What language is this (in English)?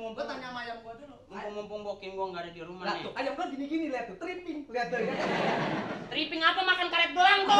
Betawi